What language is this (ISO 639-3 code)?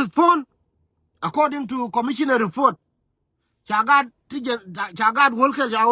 nus